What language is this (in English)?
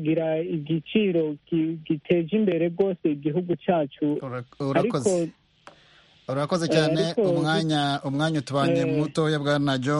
Kinyarwanda